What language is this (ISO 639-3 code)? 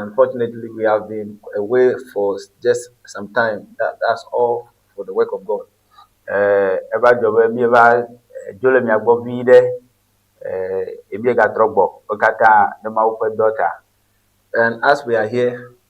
ewe